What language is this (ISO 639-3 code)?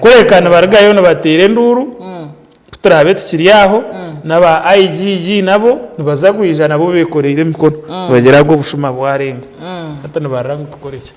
nyn